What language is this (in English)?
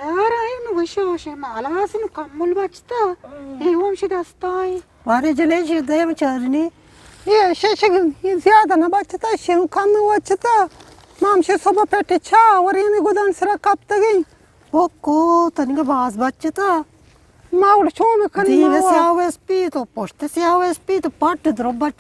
Eastern Balochi